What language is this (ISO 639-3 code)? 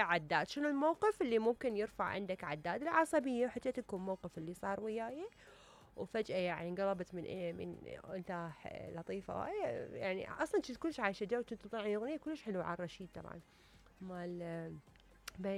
acm